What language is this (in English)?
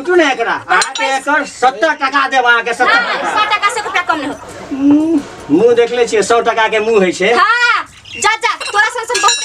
Maithili